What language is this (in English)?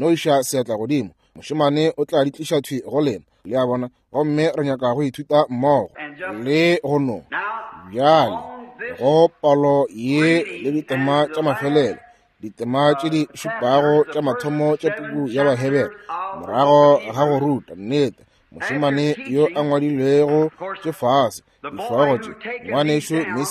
Northern Sotho